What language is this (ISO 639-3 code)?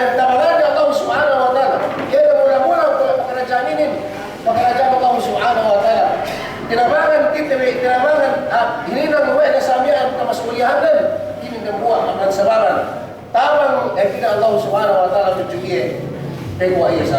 yka